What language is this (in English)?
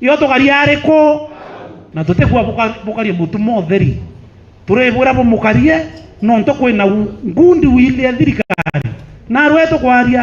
Meru